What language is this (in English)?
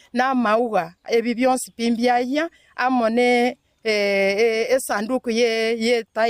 Gusii